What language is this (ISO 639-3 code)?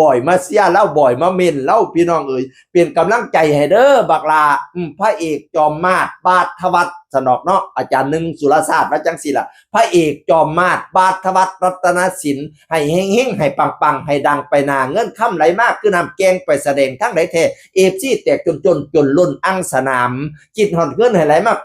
tts